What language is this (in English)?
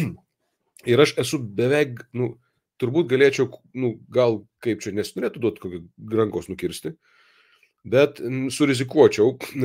Lithuanian